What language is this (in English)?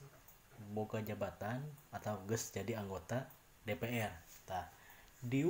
Sundanese